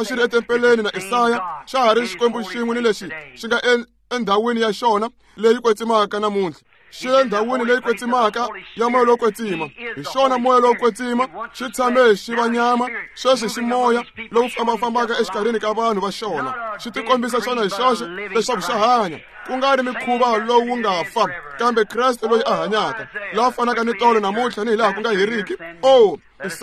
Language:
Tsonga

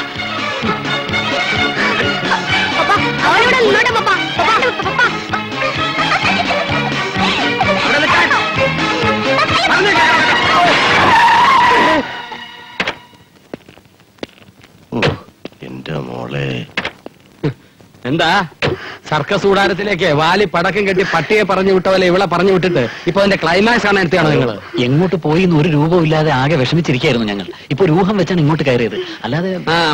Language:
Malayalam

